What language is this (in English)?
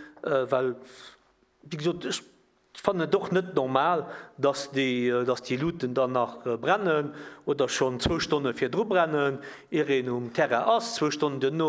Luxembourgish